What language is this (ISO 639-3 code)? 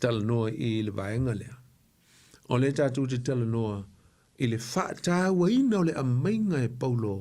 smo